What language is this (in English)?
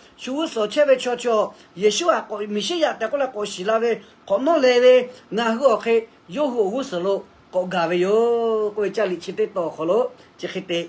Lahu